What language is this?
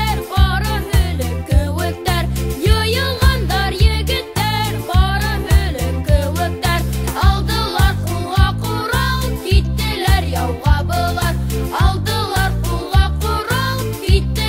Bashkir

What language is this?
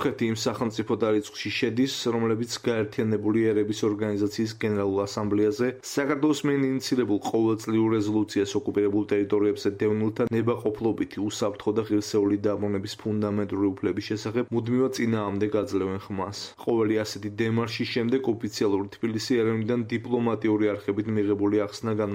Georgian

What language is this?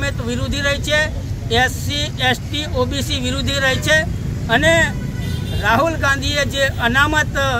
Gujarati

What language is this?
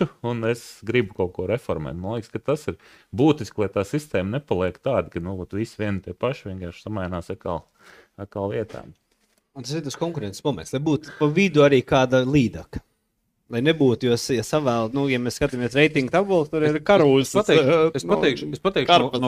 Latvian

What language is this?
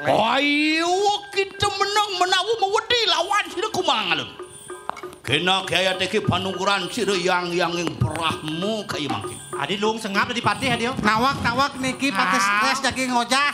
Balinese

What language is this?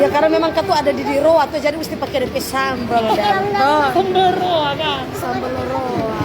Manado Malay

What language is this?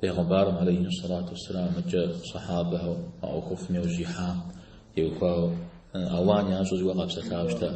Kabardian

